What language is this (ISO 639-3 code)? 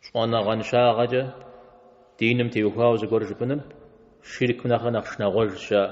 kbd